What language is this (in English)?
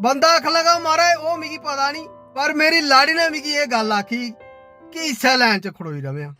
Dogri